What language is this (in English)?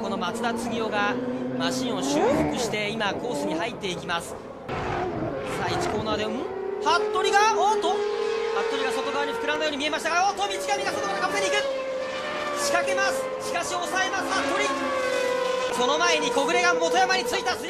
Japanese